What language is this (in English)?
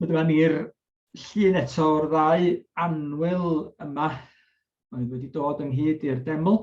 Welsh